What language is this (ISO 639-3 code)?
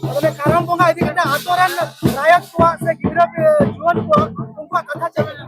sat